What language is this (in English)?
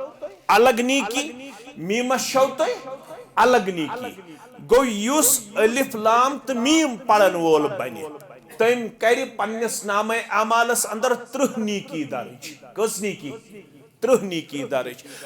Kashmiri